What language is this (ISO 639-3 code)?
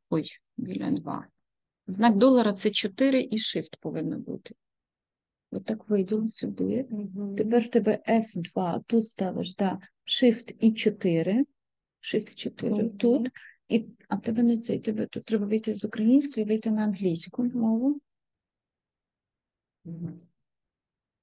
ukr